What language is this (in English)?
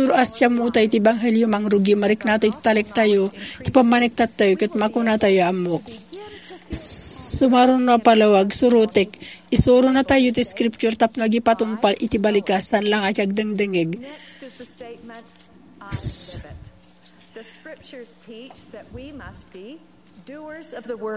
Iloko